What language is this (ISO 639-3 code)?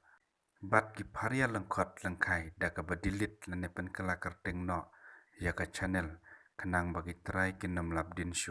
kha